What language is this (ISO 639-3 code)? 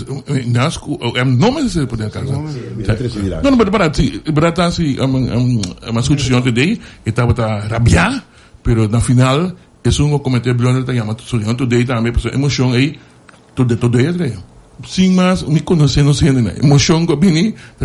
pap